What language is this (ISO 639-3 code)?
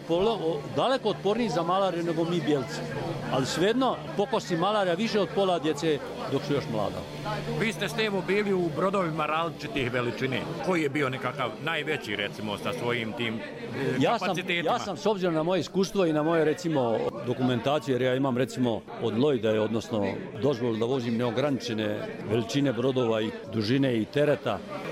hrv